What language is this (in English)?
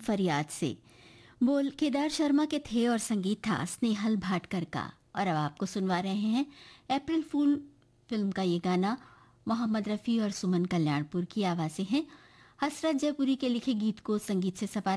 Hindi